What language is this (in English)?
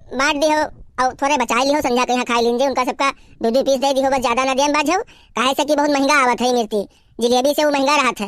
Awadhi